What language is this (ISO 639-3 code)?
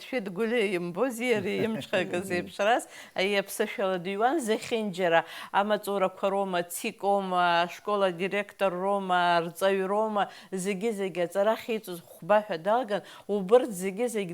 abk